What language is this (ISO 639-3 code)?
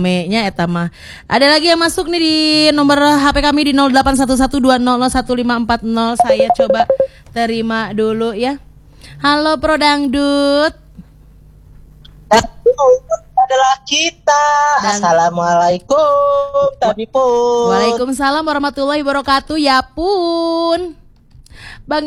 ind